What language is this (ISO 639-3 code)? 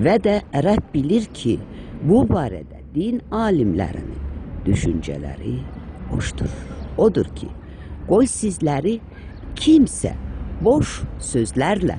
aze